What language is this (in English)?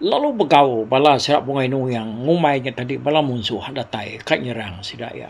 Iban